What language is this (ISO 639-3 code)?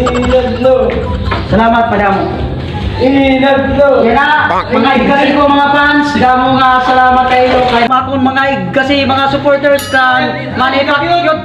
war